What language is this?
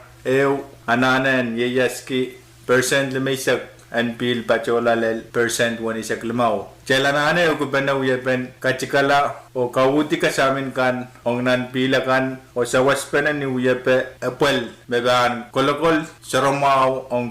Pohnpeian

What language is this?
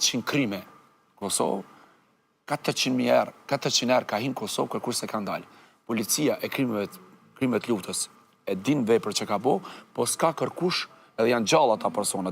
Albanian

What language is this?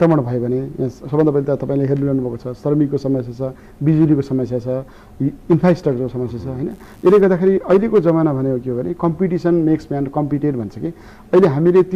Nepali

